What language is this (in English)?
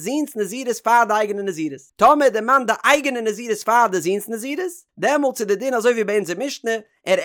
Yiddish